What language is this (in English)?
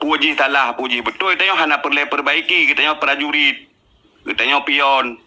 Achinese